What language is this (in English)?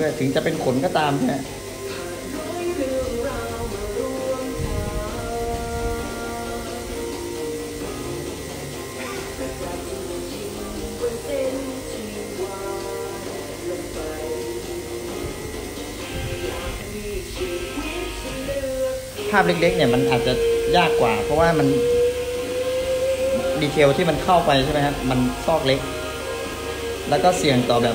Thai